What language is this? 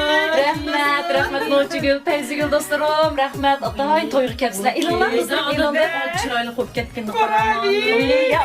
Uyghur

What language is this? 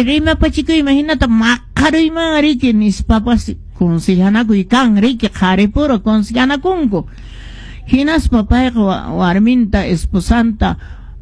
Quechua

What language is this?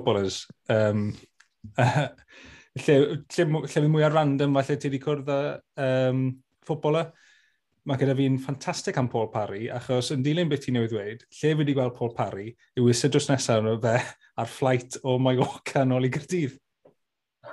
Welsh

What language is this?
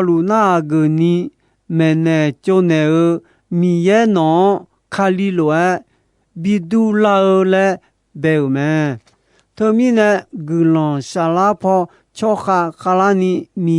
Akha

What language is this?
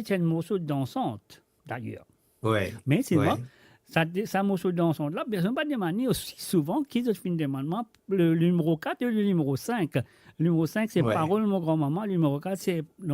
Morisyen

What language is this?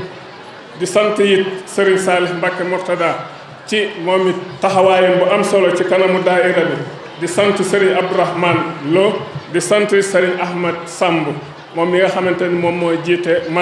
Wolof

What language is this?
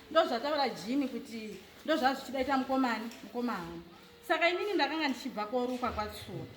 Shona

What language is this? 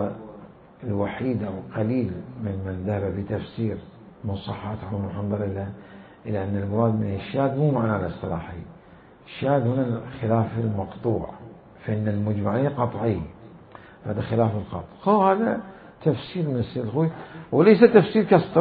Mesopotamian Arabic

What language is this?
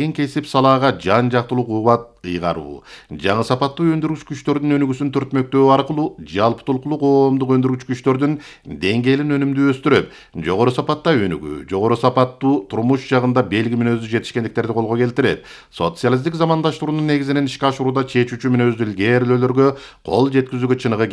Kyrgyz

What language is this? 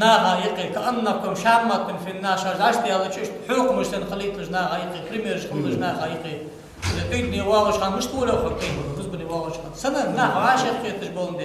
Ingush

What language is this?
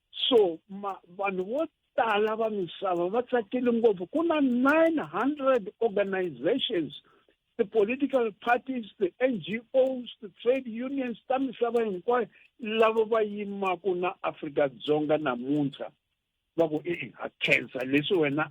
Tsonga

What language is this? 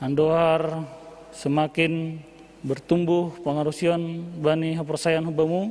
Batak Simalungun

